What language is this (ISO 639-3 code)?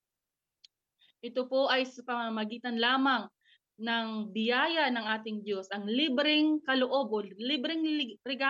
fil